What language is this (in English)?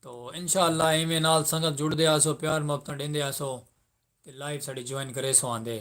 Saraiki